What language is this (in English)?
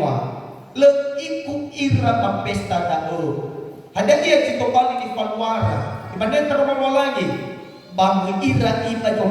Nias